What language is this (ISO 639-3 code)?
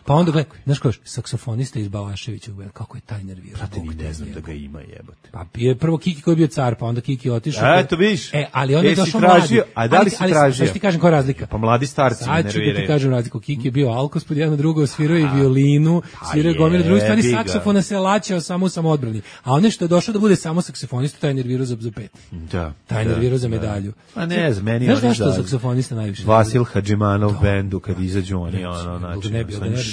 srp